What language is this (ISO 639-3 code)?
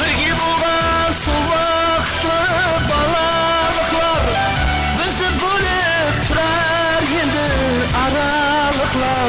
kaa